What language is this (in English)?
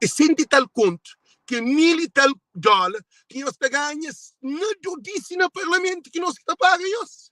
Kabuverdianu